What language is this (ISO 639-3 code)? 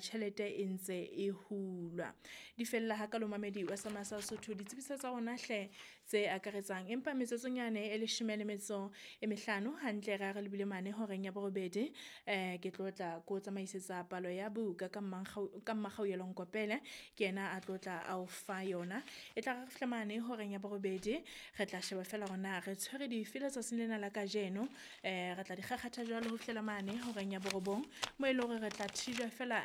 sot